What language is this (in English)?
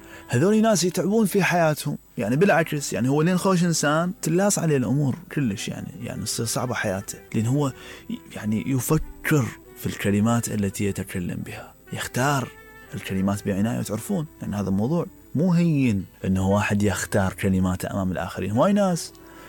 Mesopotamian Arabic